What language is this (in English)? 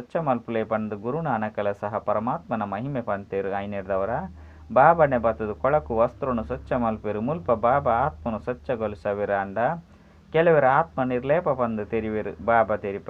Tulu